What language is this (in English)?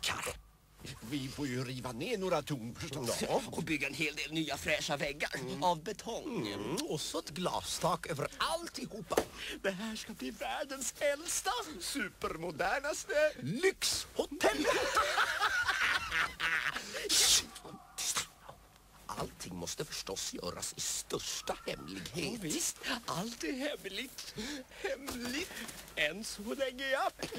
Swedish